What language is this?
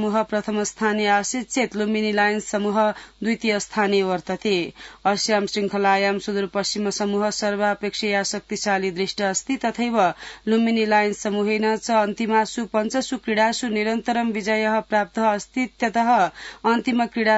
Sanskrit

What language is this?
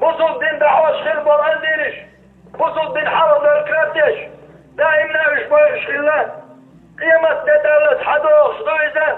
Chechen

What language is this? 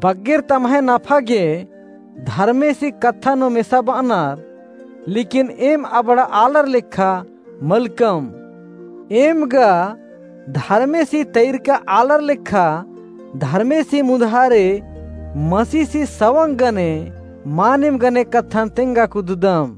Kurukh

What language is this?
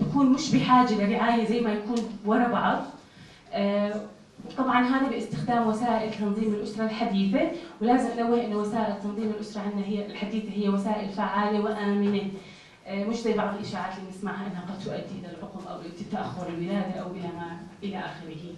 North Levantine Arabic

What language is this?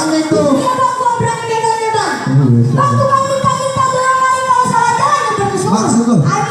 Betawi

